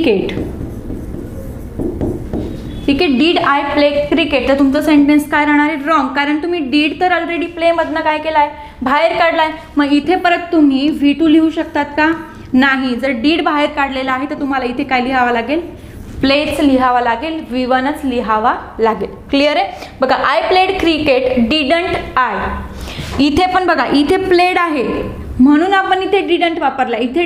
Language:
Marathi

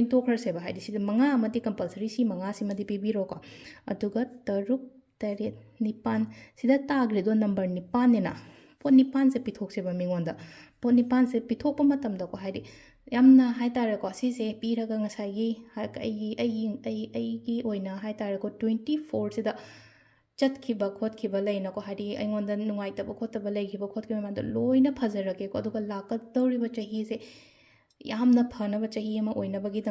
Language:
Manipuri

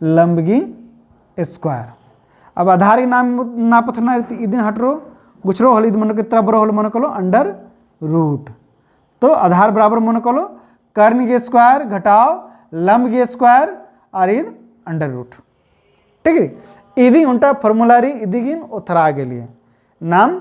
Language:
Kurukh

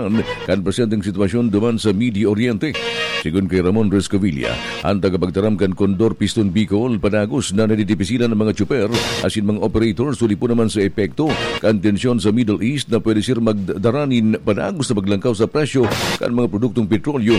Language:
Bikol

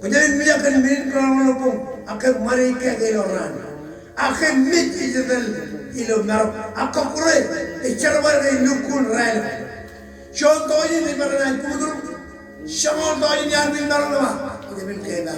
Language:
Marshallese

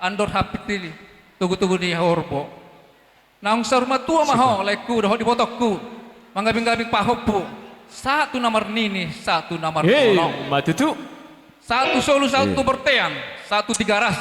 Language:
Batak Toba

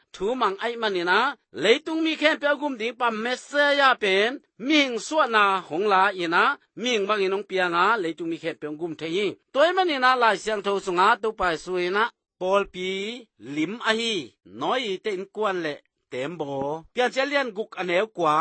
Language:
Tedim Chin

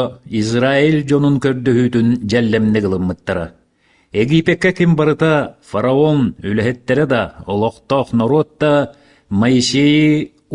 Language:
Yakut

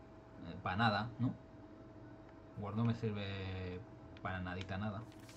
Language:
Spanish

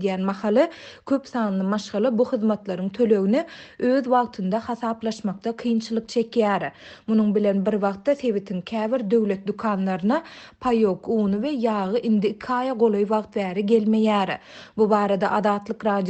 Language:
Turkmen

